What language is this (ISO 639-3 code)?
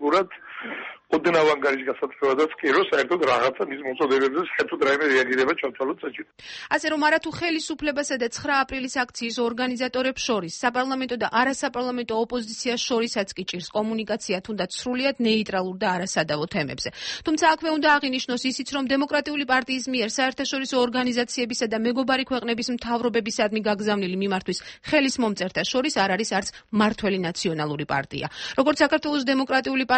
kat